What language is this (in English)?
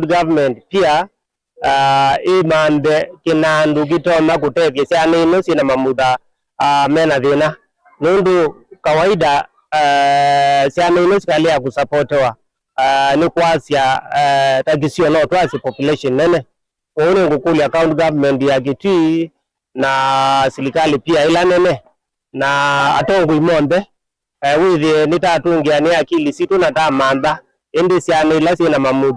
Kamba